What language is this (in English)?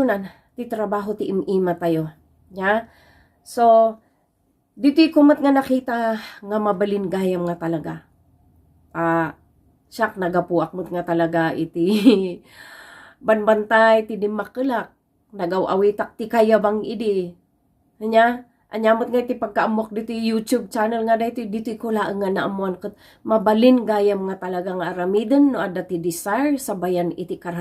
Iloko